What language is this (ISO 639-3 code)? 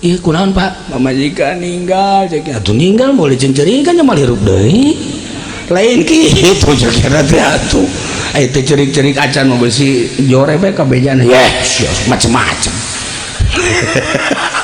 sun